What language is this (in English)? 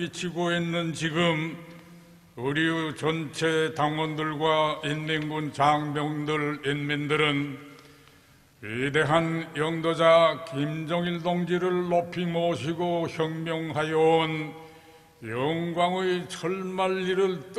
Korean